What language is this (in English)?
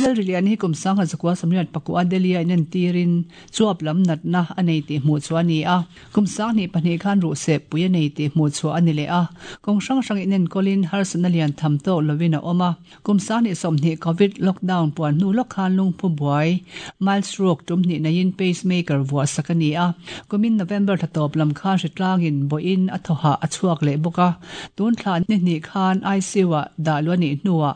Mizo